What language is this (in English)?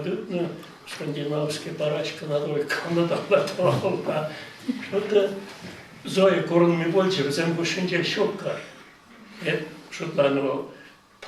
Chuvash